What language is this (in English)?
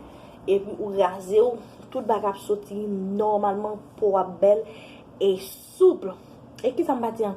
Haitian Creole